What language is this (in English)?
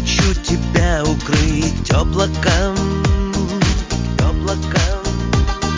Slovak